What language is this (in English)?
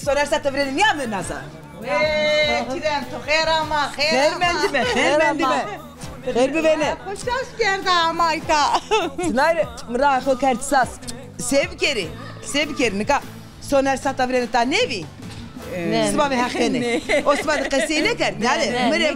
Zaza